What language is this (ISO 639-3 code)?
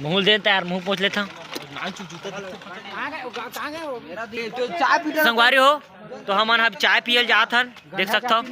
hne